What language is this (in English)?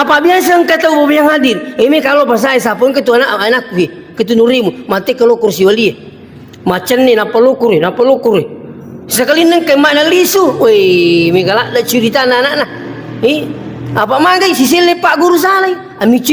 Buginese